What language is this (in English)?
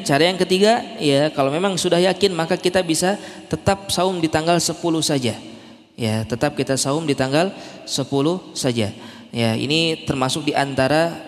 Indonesian